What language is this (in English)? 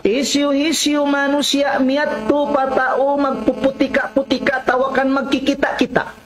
Tausug